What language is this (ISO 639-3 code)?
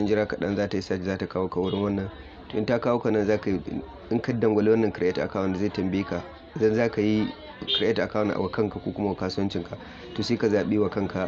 hau